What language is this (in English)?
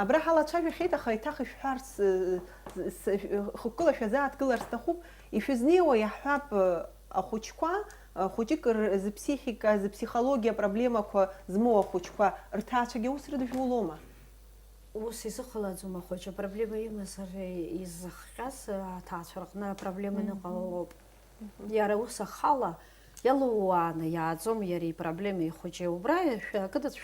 Abkhazian